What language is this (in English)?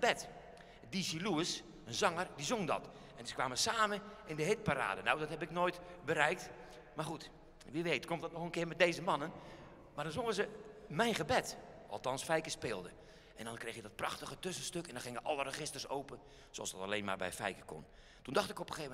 Dutch